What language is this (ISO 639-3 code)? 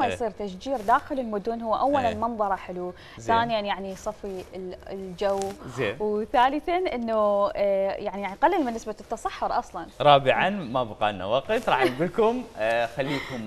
acm